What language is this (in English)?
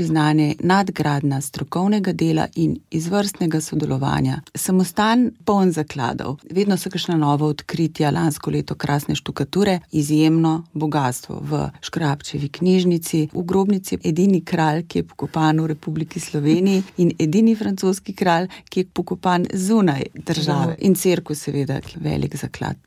Slovenian